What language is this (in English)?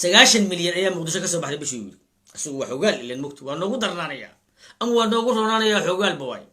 Somali